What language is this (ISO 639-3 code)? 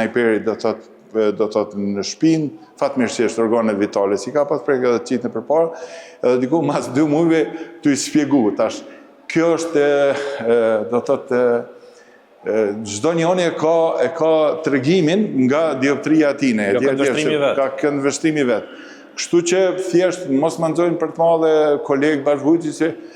sqi